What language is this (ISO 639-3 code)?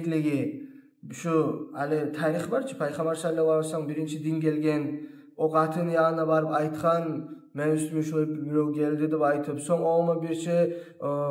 kum